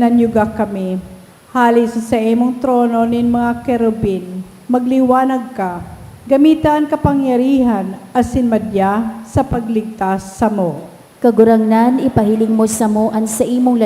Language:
Bikol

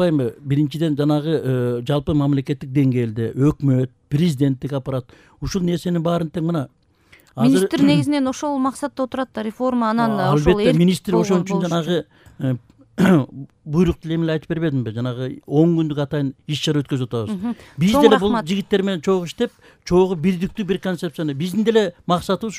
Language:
Kyrgyz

